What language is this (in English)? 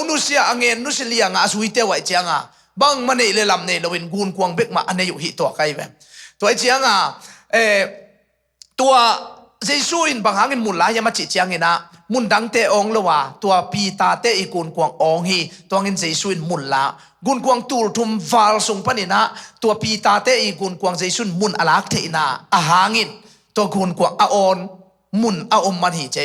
Tedim Chin